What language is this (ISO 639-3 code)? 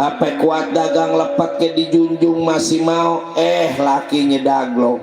bew